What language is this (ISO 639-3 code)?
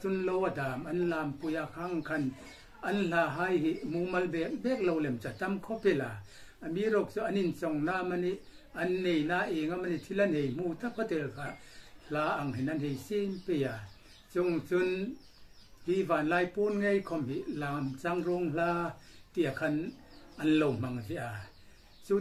hmr